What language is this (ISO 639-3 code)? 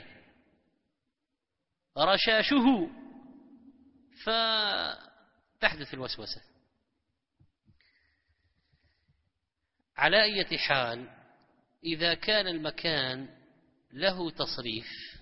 ara